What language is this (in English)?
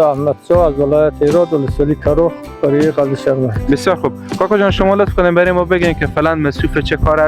Persian